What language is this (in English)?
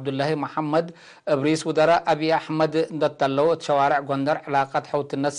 Tigre